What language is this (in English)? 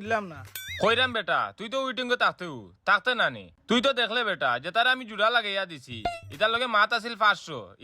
Sylheti